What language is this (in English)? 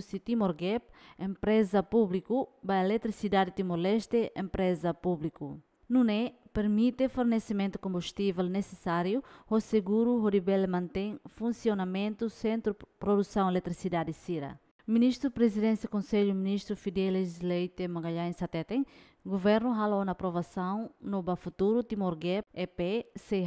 Tetum